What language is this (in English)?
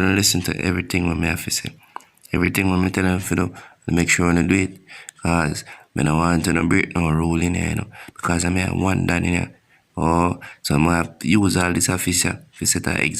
Jamaican Creole English